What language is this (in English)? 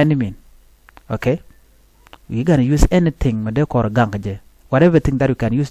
Nuer